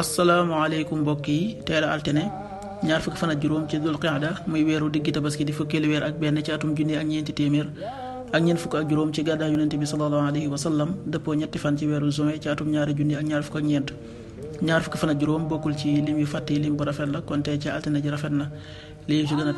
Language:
Wolof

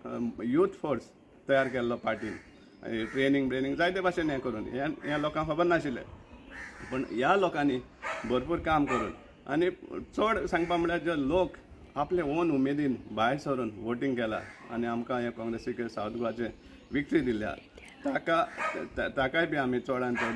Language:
Konkani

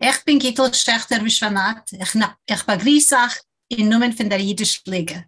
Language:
Yiddish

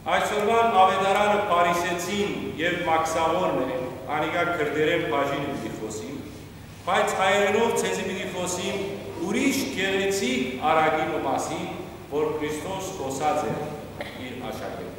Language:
Western Armenian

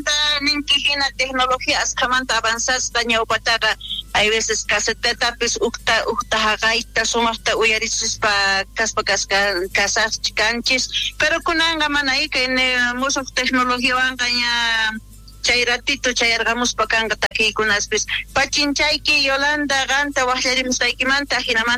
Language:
South Bolivian Quechua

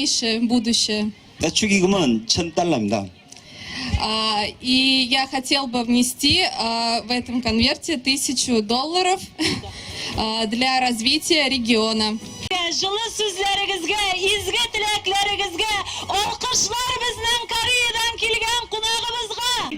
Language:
Tatar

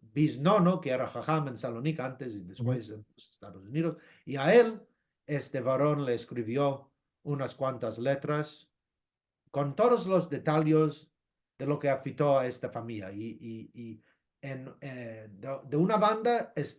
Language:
Ladino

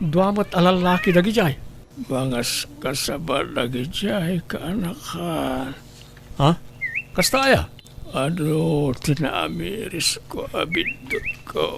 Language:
Iloko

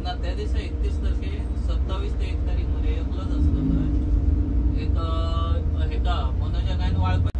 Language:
Konkani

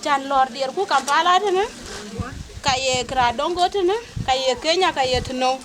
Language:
Dinka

